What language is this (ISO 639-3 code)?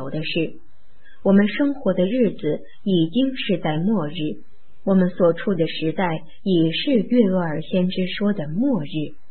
zho